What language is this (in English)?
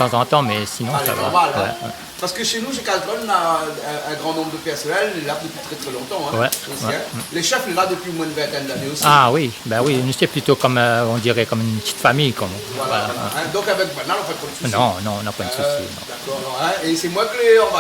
Réunion Creole French